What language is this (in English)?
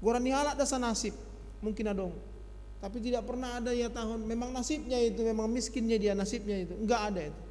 Batak Simalungun